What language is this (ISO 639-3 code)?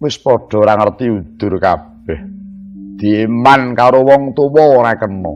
jav